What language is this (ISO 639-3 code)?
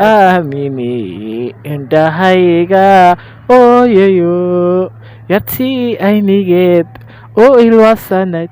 som